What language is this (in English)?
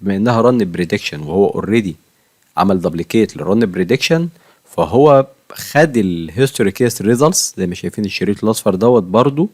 Egyptian Arabic